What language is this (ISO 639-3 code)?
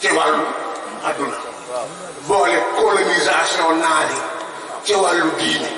wol